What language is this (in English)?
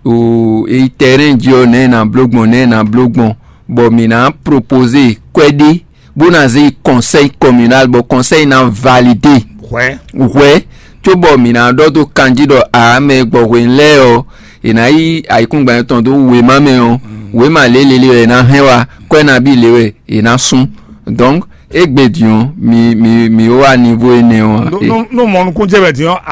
Fon